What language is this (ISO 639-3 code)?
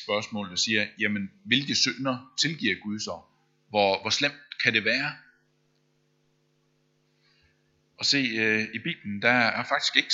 dan